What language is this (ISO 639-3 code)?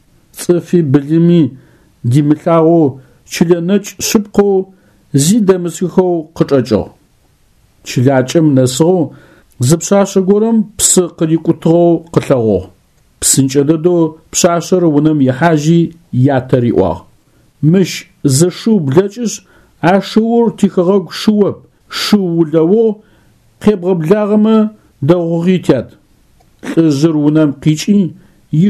ady